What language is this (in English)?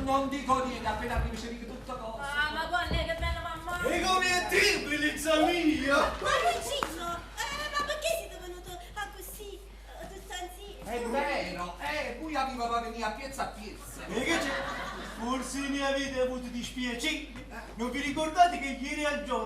Neapolitan